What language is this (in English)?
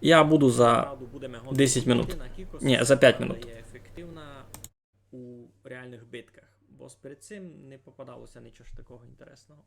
Rusyn